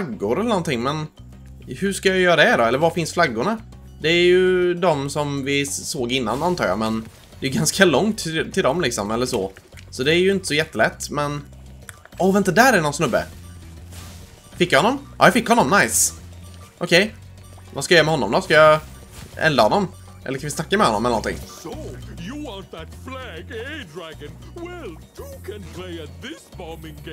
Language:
Swedish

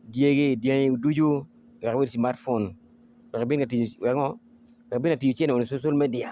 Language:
Acoli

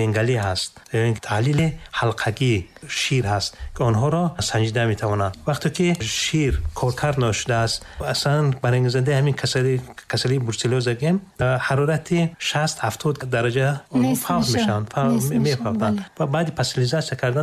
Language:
Tajik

